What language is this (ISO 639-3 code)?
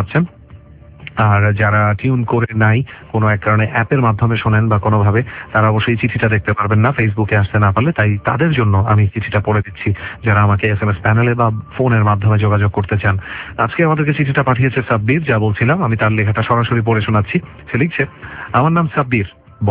ben